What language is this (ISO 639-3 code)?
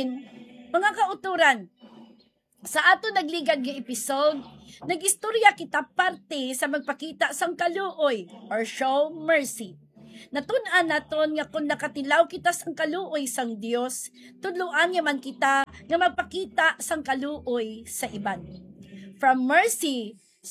hil